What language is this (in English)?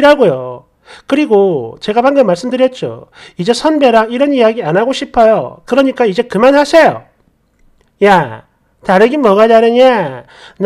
Korean